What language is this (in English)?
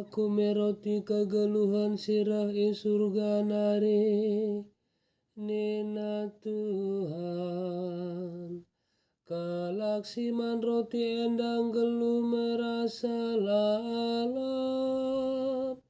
Batak Karo